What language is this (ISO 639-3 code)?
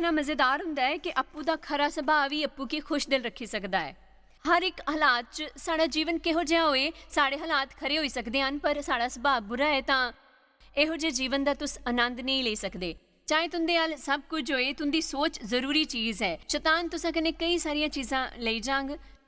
doi